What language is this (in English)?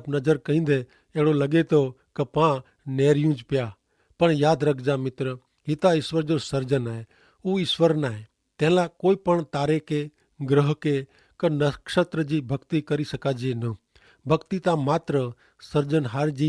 Kachhi